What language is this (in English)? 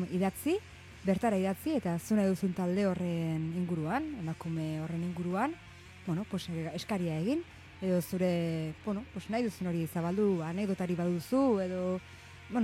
Basque